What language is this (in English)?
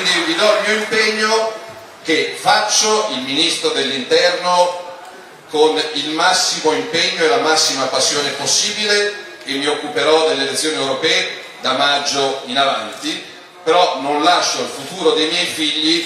Italian